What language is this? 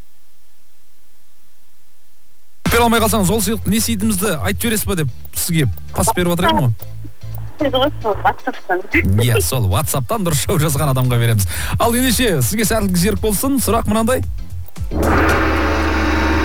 Kazakh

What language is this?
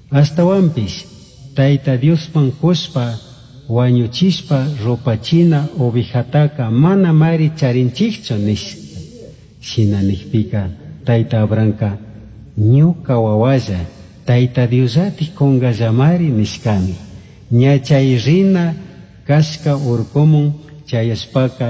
Chimborazo Highland Quichua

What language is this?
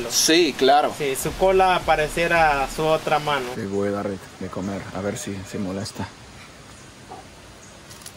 Spanish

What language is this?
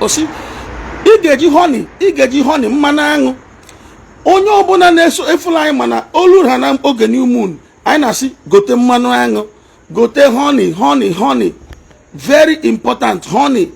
Igbo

